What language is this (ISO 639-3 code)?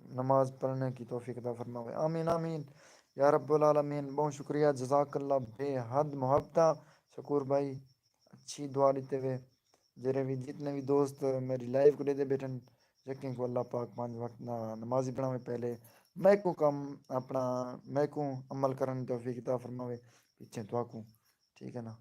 skr